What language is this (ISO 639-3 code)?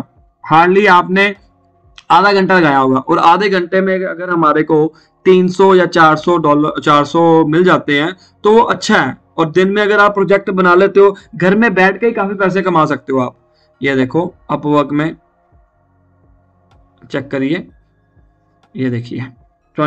hin